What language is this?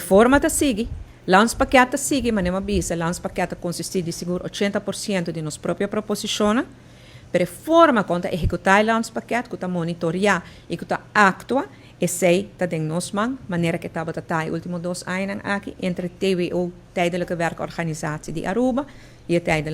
Papiamento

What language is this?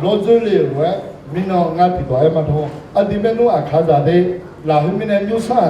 Akha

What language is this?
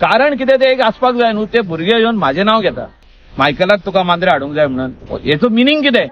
Konkani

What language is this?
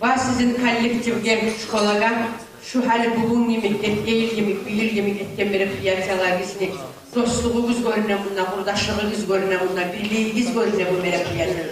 Kumyk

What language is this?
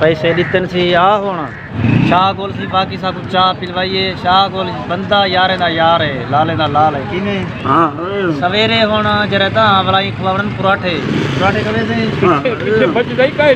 Saraiki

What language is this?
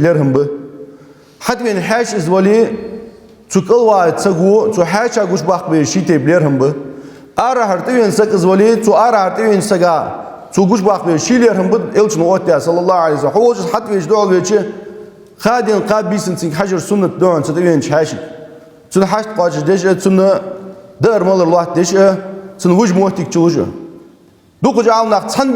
Ingush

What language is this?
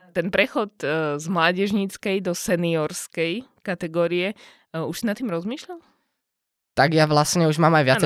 Slovak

